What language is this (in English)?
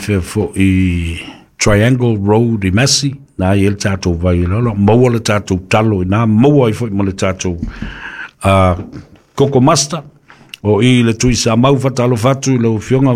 Samoan